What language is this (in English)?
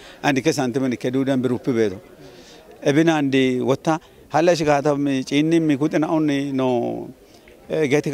Kafa